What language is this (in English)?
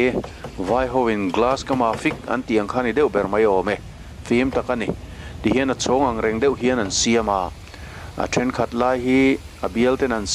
Mizo